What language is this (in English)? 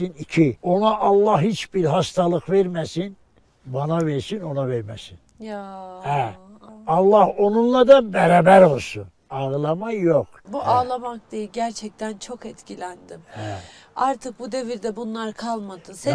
Turkish